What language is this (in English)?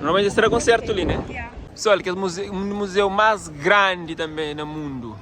Kabuverdianu